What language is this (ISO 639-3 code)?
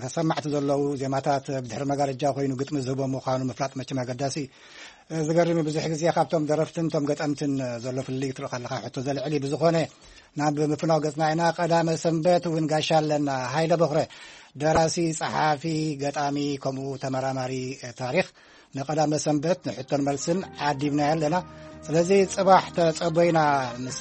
tir